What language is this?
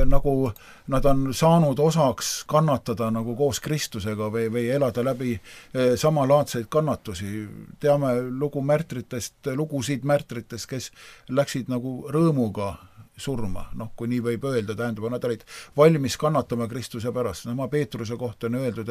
Estonian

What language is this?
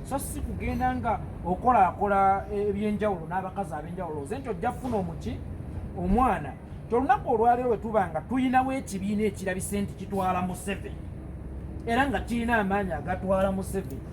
Ganda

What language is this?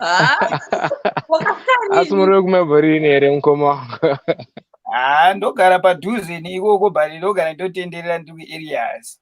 Shona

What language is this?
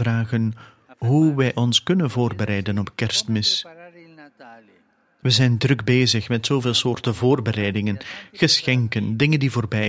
Dutch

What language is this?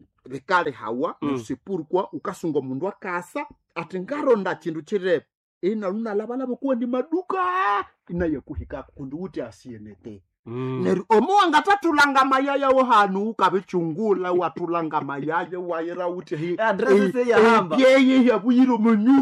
Nande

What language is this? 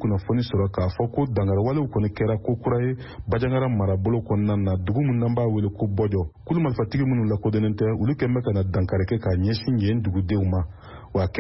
Bambara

